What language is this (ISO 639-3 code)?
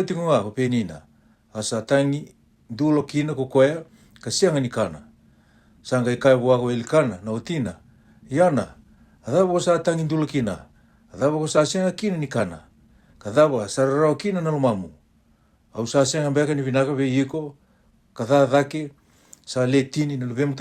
fij